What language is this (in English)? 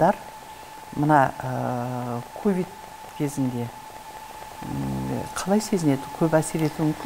Kazakh